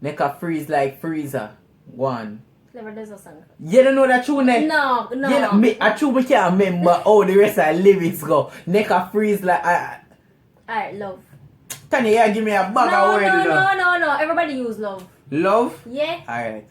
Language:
Jamaican Creole English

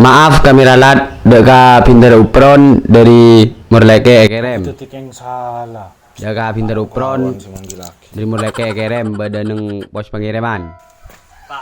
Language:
Madurese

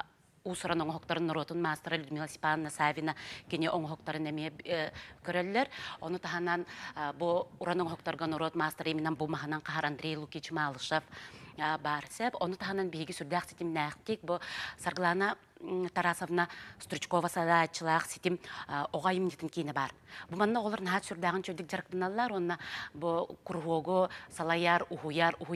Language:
Yakut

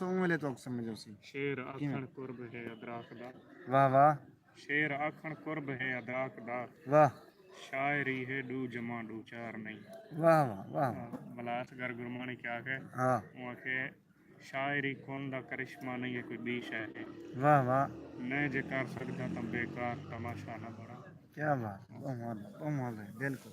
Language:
Saraiki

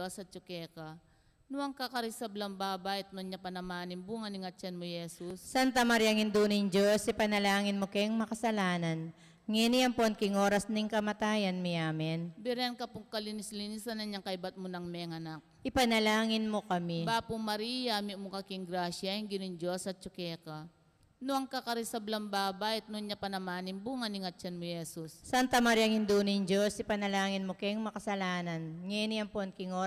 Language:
Pampanga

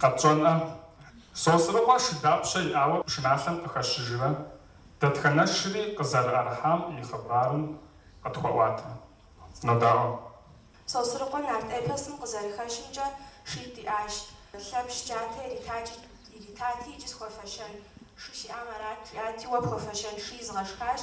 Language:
Kabardian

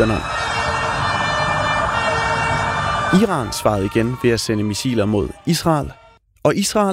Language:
Danish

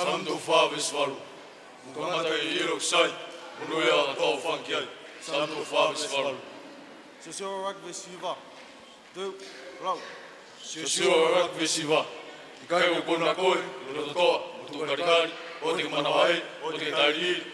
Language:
Tongan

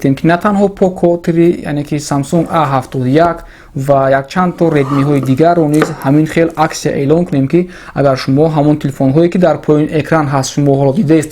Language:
Tajik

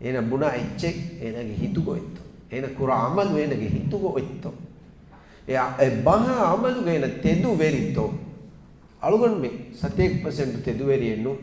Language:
Divehi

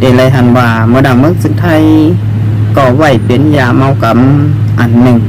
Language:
Shan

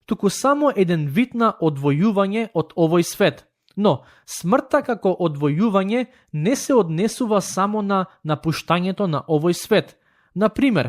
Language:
Macedonian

